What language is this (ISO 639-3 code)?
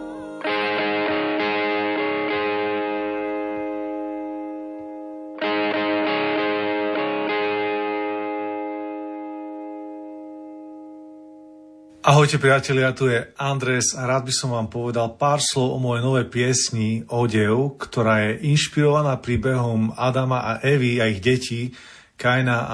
slk